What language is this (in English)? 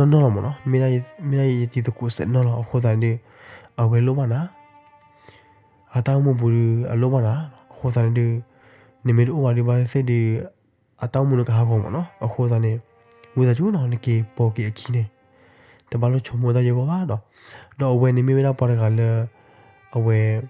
S'gaw Karen